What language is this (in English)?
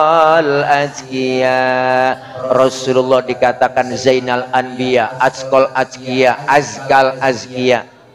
Betawi